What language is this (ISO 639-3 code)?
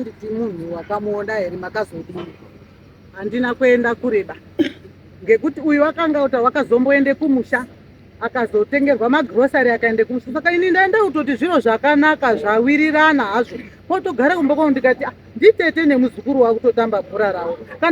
sna